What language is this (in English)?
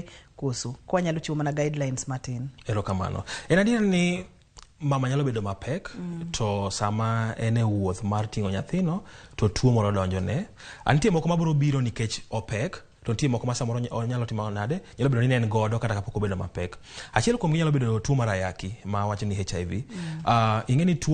Luo (Kenya and Tanzania)